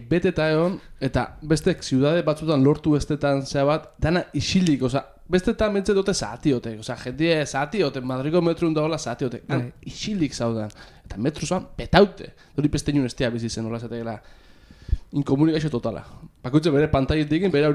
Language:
Basque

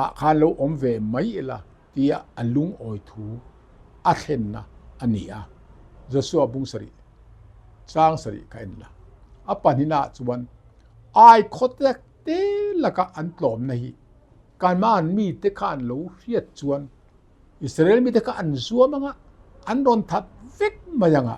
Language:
Mizo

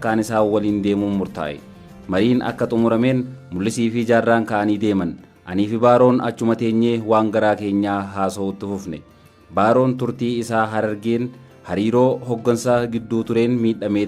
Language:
Oromo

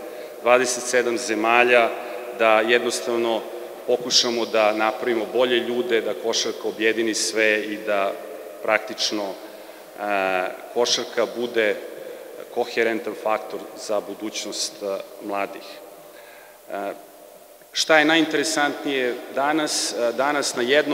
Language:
Serbian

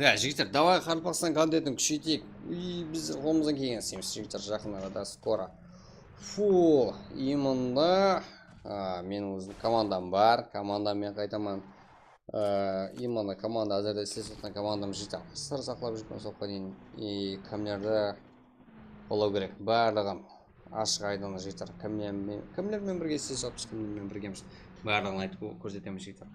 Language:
Kara-Kalpak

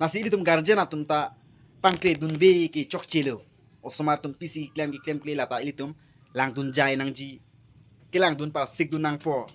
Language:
Karbi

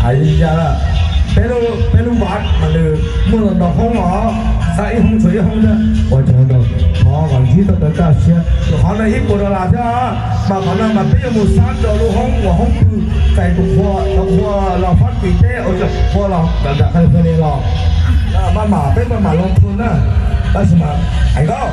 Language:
Hmong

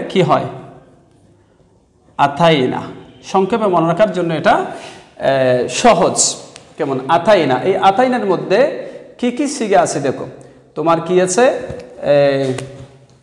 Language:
Bangla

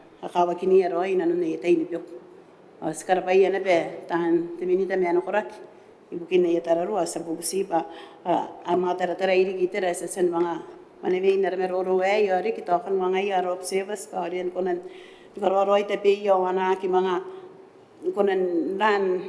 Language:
Gilbertese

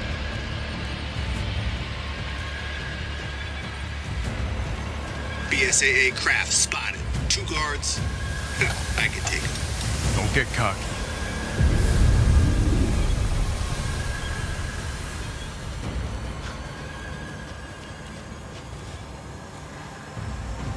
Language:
English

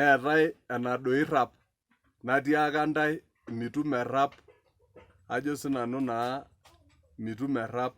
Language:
Masai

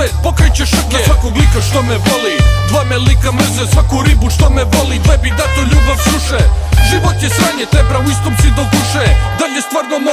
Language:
Serbian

